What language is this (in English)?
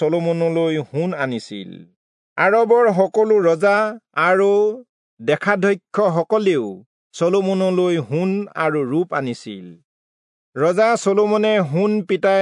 Assamese